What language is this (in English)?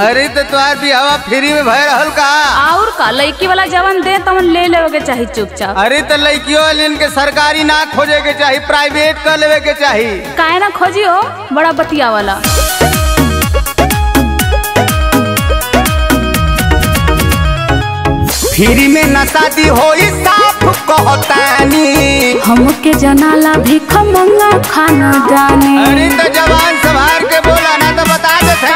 Bhojpuri